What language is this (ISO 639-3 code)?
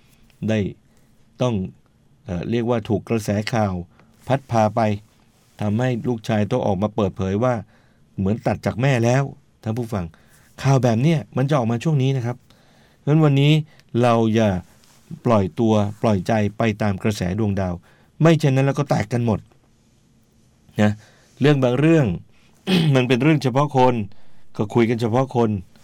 tha